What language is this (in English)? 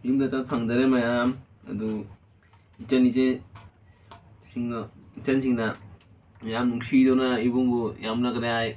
Manipuri